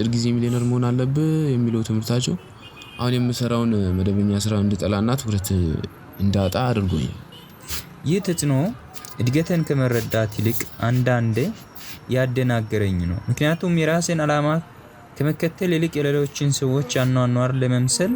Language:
Amharic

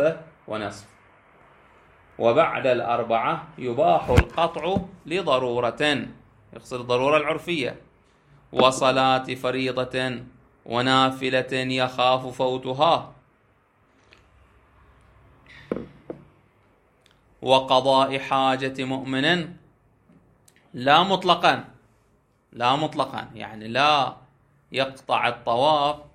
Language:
Arabic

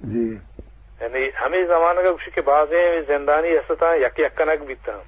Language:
Eastern Balochi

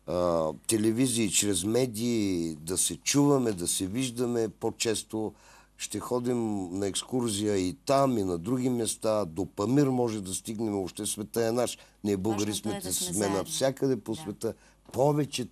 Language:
Bulgarian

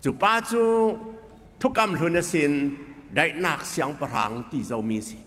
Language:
Falam Chin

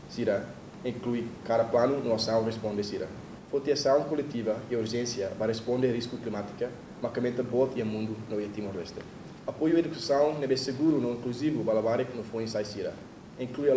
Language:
Tetum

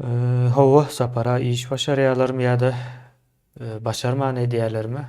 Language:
Turkmen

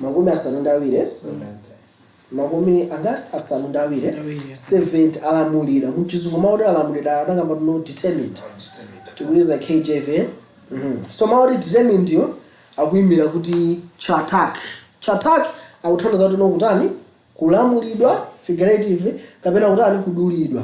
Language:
Nyanja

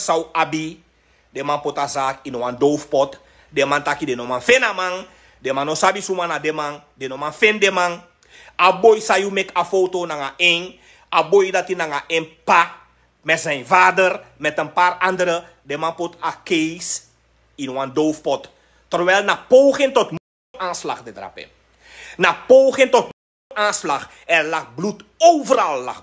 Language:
Sranan Tongo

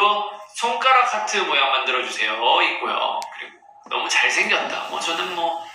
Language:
Korean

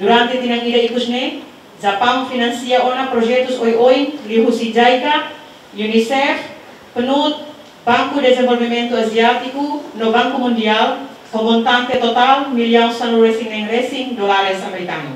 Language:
Tetum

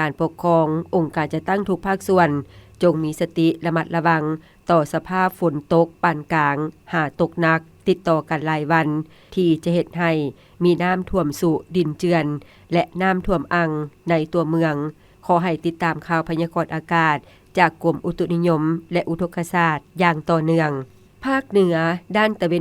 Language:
Lao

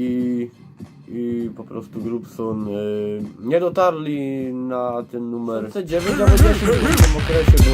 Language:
Silesian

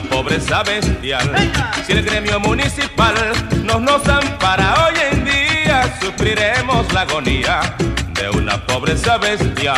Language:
Spanish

